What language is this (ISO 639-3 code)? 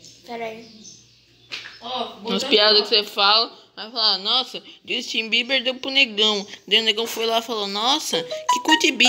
por